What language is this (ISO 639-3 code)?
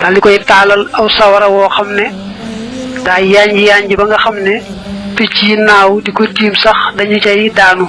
wol